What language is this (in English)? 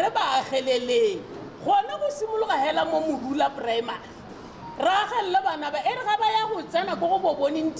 Tswana